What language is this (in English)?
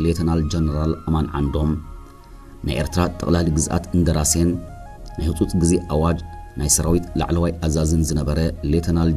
Tigrinya